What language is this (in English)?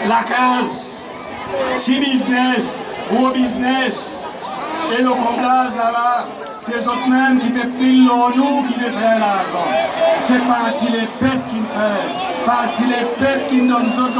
Seselwa Creole French